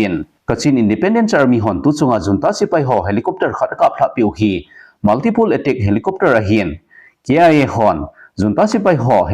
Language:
Thado Chin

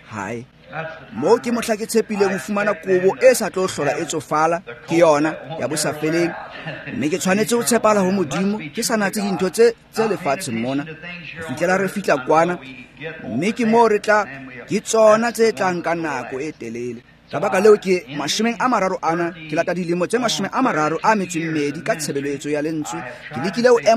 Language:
Tswana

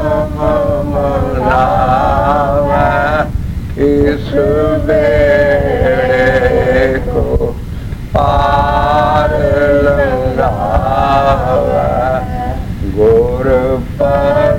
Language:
Punjabi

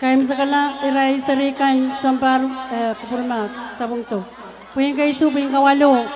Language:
Pohnpeian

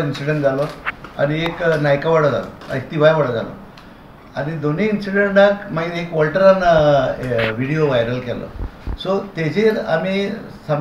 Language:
Konkani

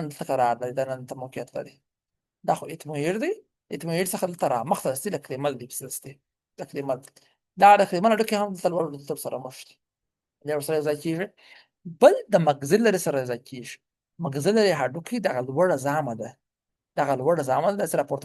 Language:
Pashto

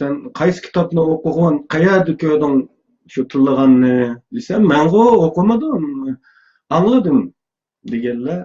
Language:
Uyghur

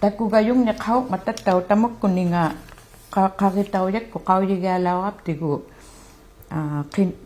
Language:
Inuktitut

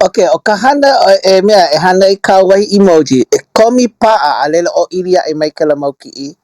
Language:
Hawaiian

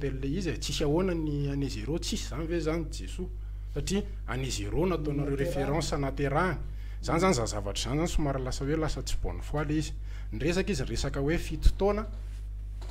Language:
Malagasy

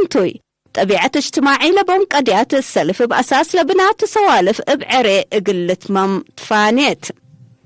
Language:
Tigre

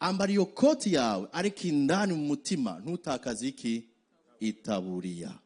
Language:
Rundi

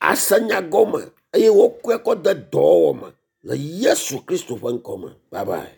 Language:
Ewe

